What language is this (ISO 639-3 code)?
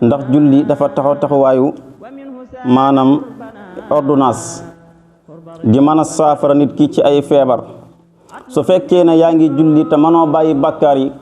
wol